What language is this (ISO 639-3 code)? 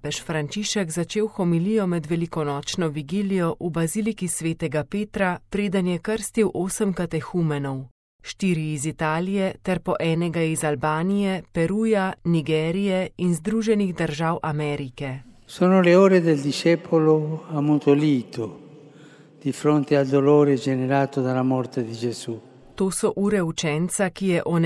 slv